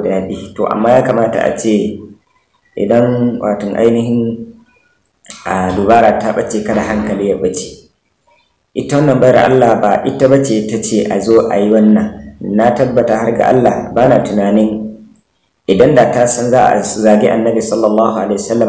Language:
Hausa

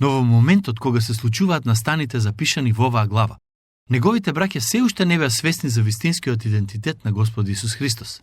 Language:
Macedonian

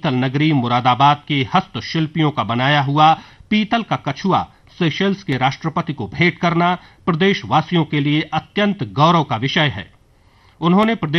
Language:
Hindi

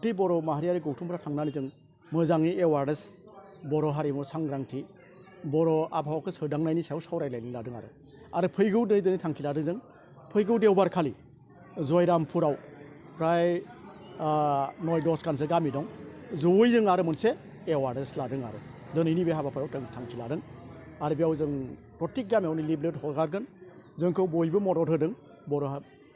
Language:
Bodo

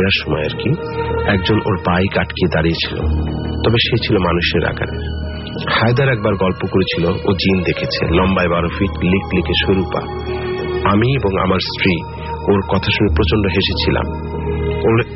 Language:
Bangla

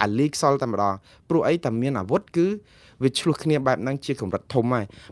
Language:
Khmer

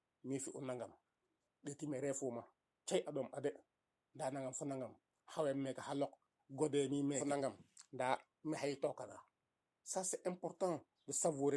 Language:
Serer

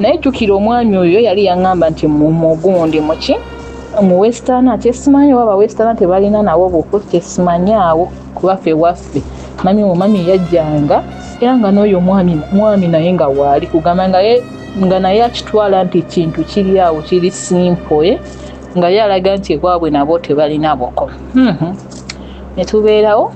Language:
Ganda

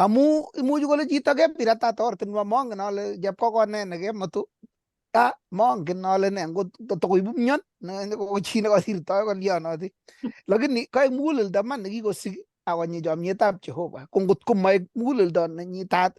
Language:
Kalenjin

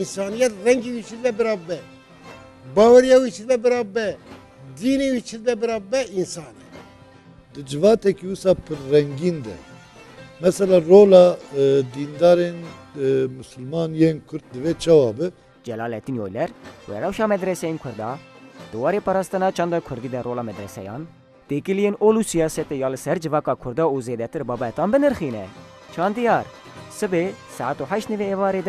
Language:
Kurdish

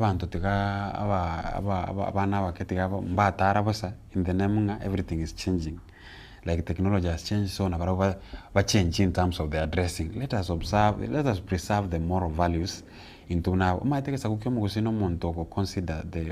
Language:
Gusii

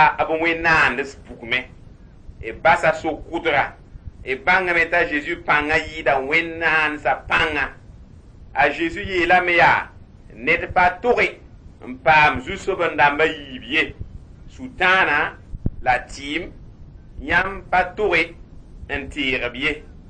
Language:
Mossi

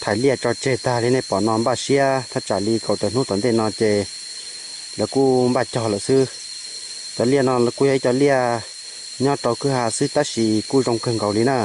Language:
Hmong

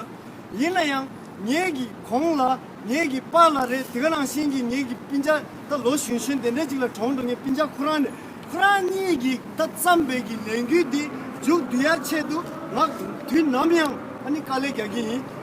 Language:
Tibetan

